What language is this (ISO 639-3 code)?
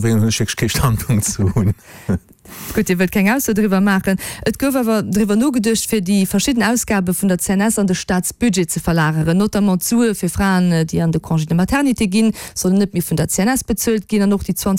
ltz